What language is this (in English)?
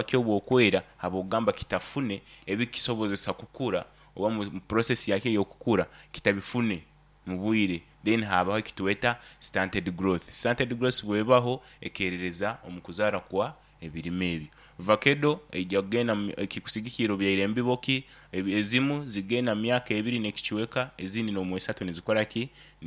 Nyankole